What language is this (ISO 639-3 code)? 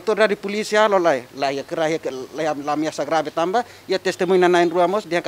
tet